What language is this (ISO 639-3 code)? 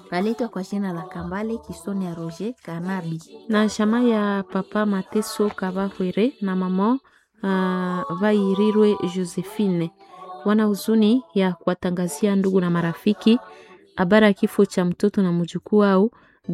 swa